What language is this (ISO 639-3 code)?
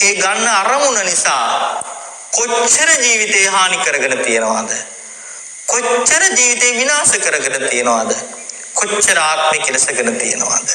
sin